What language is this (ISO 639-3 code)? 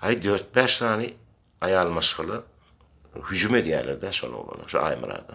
tuk